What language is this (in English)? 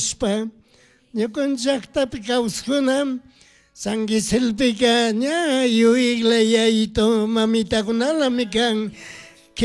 Chimborazo Highland Quichua